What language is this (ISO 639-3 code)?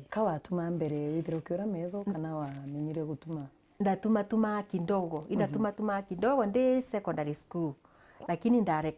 mer